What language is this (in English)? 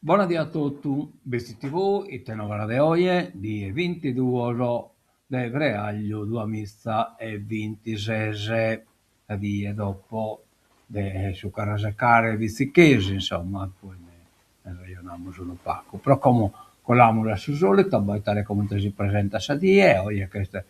Sardinian